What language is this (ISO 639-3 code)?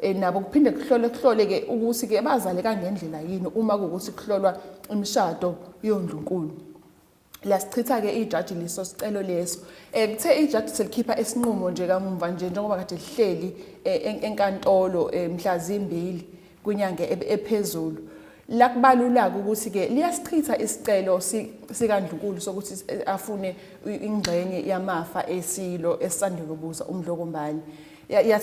zul